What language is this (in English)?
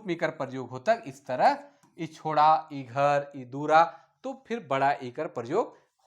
Sadri